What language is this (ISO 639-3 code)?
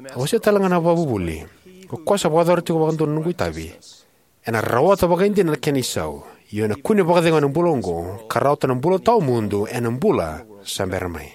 fij